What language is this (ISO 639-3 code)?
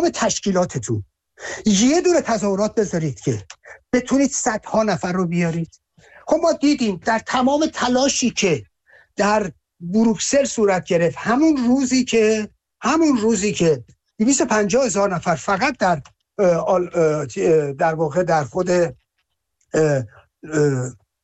fas